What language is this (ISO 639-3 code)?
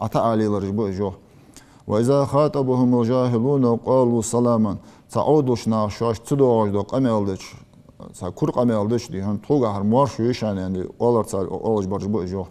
inh